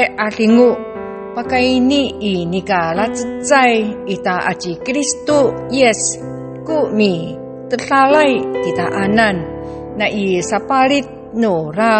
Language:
Amis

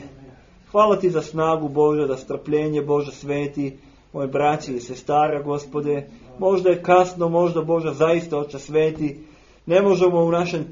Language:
Serbian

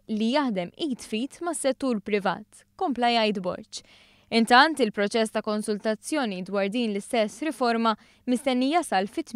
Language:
Maltese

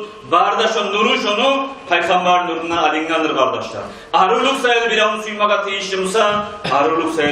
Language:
Kumyk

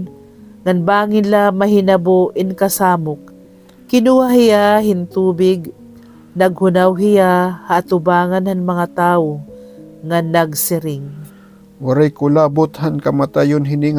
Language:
Waray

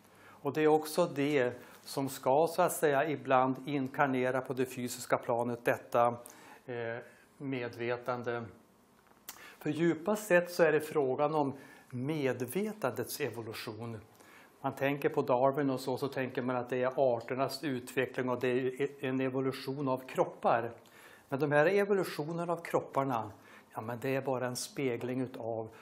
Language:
Swedish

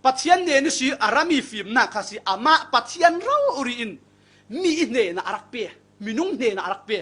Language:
Falam Chin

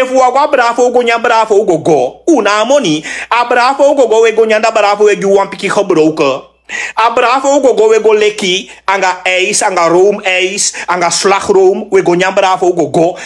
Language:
Sranan Tongo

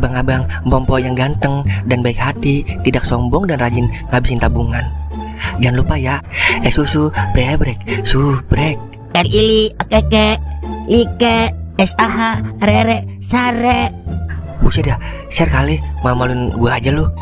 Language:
Betawi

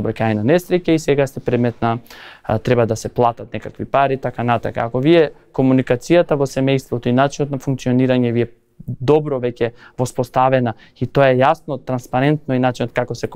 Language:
Macedonian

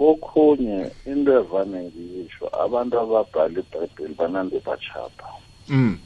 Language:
South Ndebele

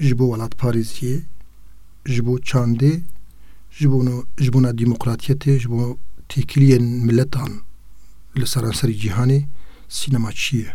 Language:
Kurdish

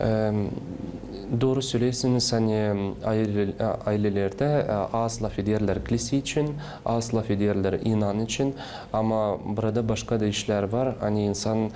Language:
Gagauz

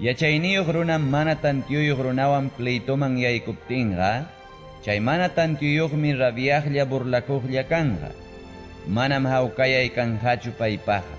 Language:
Ayacucho Quechua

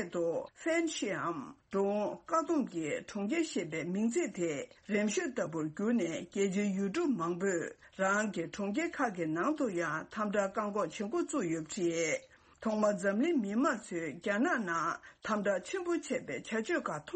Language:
Tibetan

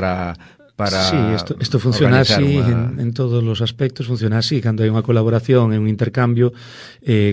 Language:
Galician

